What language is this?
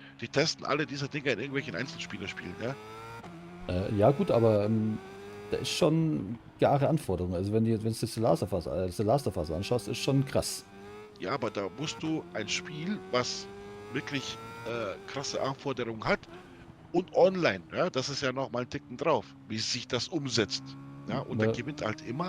Bavarian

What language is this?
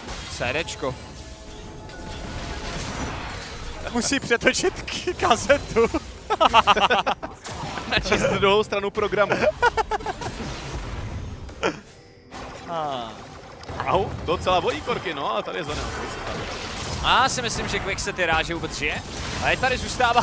Czech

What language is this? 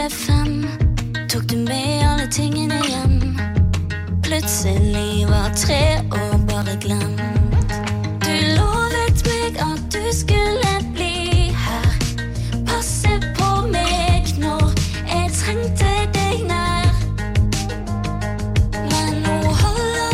Norwegian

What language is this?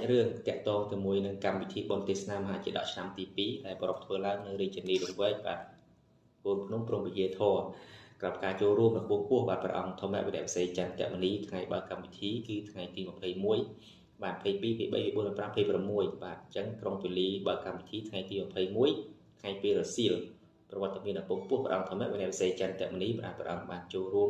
Khmer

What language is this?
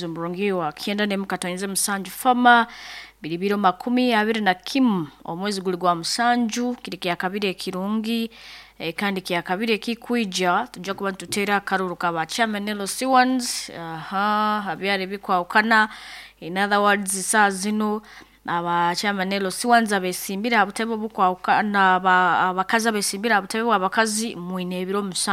Nyoro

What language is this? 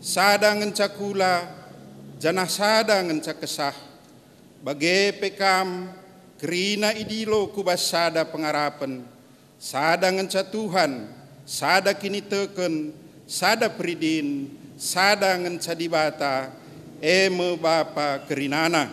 Batak Karo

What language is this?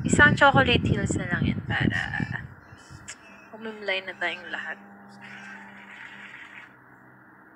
Filipino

